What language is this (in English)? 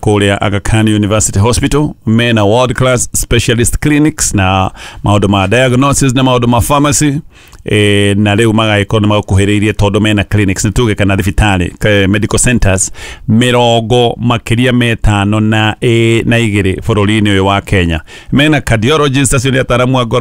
Kikuyu